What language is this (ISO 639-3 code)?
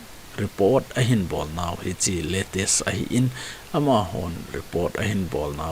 tcz